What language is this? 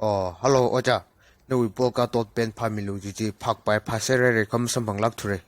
Tangkhul Naga (India)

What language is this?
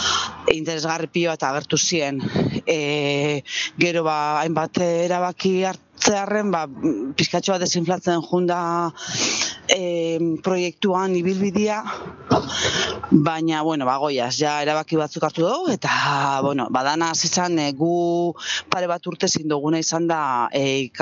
Basque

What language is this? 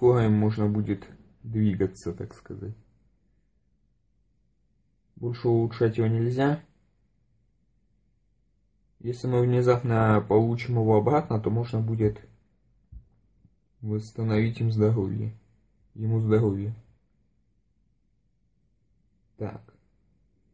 Russian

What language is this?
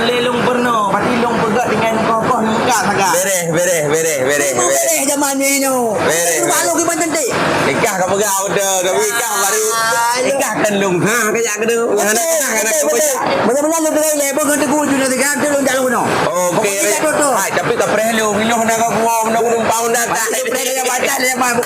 Achinese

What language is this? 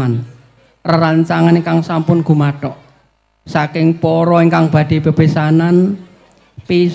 Javanese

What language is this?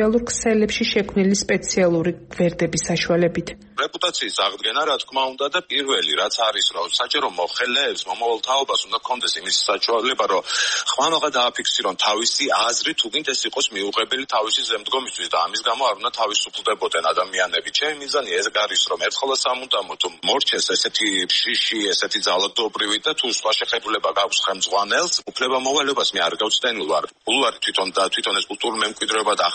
Georgian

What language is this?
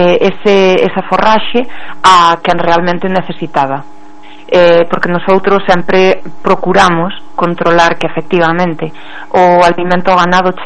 Galician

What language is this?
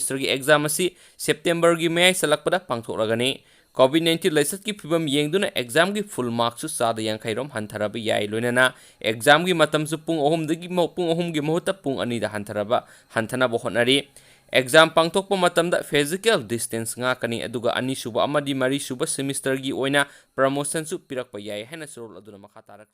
Manipuri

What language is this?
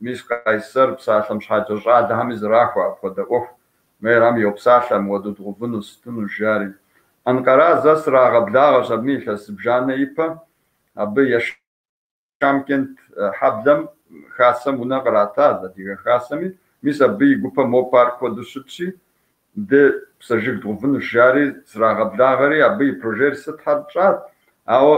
Kabardian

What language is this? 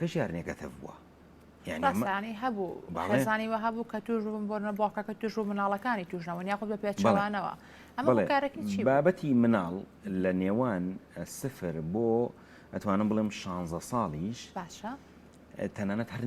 Central Kurdish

